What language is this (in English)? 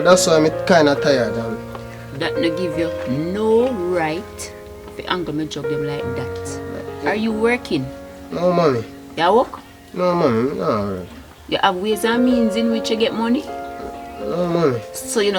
Jamaican Creole English